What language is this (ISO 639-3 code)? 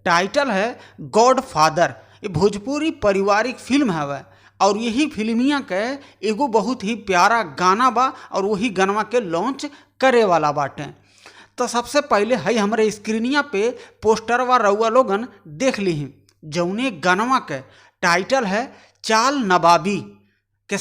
bho